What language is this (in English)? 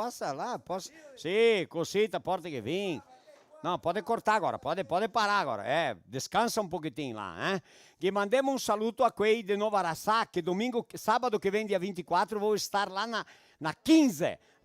Venetian